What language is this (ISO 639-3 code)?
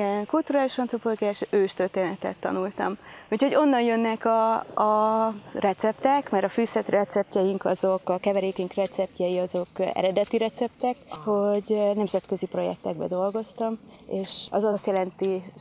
hun